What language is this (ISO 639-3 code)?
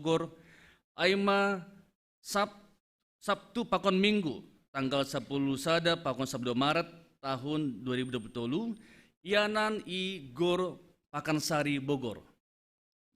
bts